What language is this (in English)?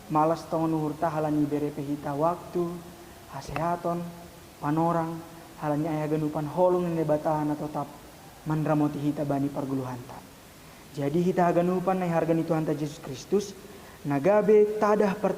Batak Simalungun